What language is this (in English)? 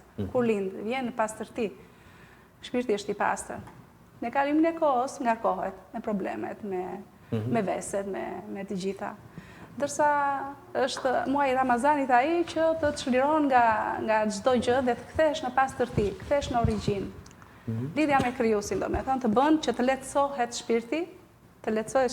Albanian